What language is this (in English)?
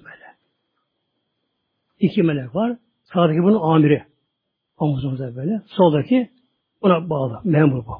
Turkish